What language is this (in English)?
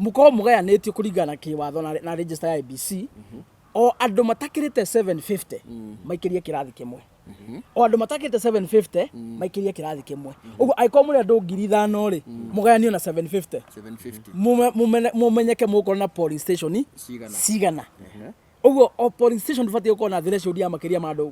Kikuyu